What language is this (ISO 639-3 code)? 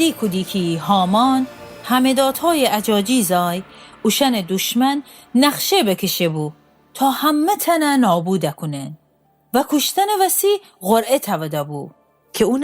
glk